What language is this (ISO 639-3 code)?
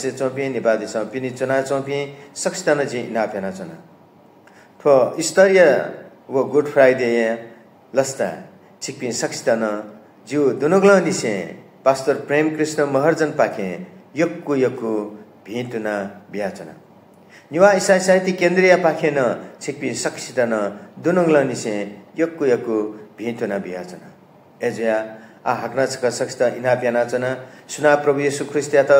new